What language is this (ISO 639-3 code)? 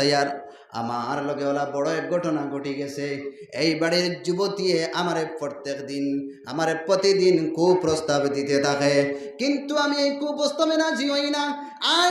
syl